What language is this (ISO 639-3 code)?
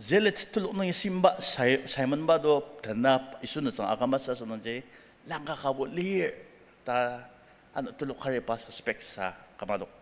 njo